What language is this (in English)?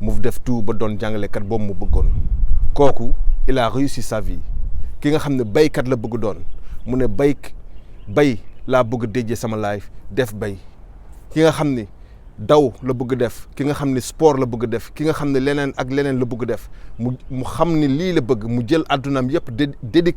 Wolof